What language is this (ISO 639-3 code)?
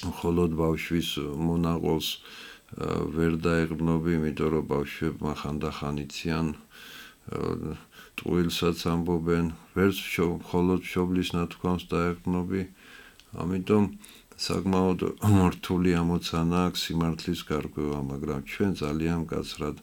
kat